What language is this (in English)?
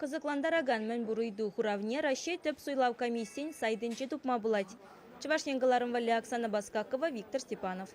Chuvash